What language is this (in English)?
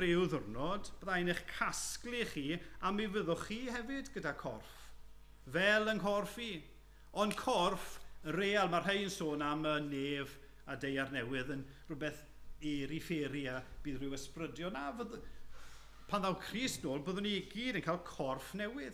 Welsh